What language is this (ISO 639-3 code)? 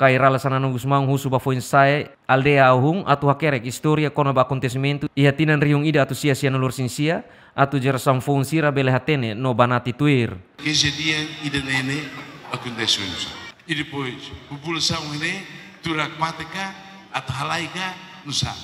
tet